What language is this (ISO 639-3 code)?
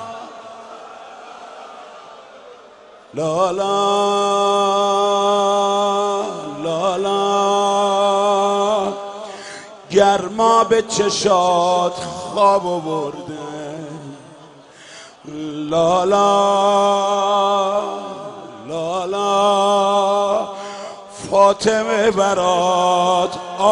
fas